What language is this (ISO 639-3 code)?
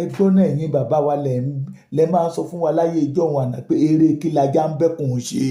yor